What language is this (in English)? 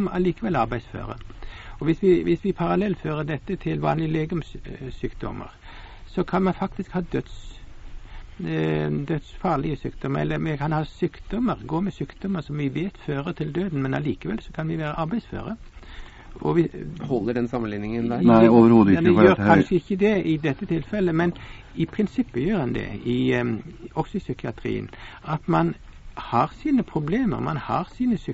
Norwegian